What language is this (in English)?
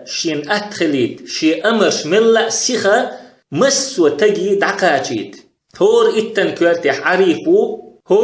Chechen